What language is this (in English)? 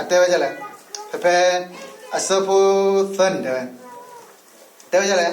S'gaw Karen